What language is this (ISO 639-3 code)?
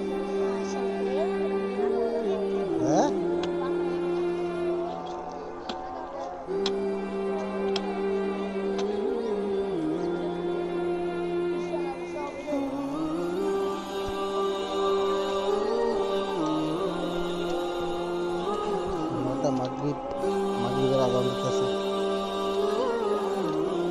ben